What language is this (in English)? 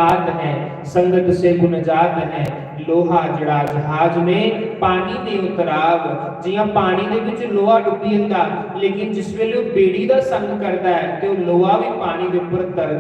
Dogri